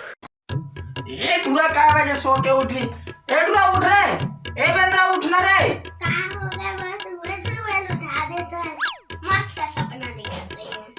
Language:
Chhattisgarhi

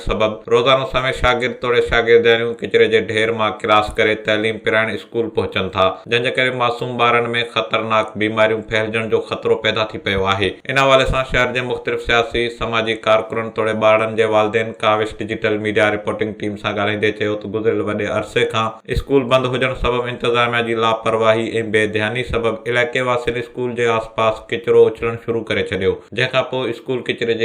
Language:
Sindhi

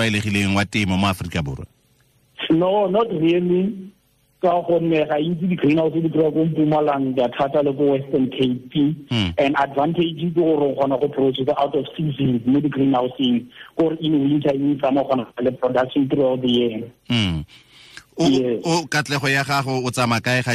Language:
Tswana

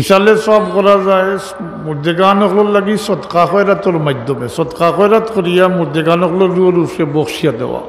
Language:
Sylheti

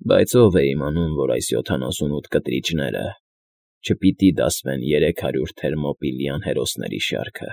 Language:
Armenian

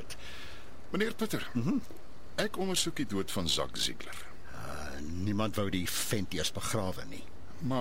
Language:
Afrikaans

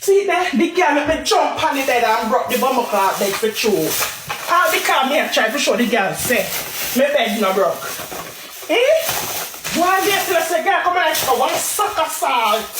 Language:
Jamaican Creole English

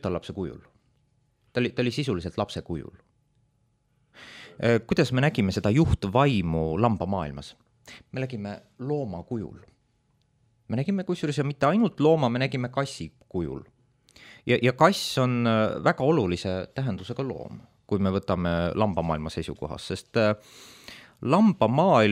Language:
Estonian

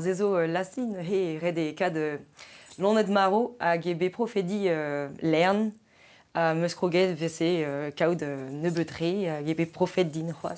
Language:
Breton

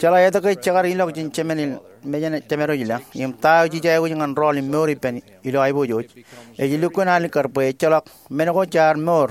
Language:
Marshallese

